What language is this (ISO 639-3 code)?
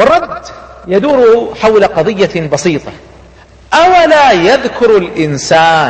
ara